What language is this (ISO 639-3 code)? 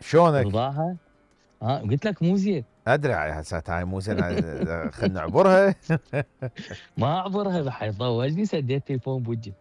acm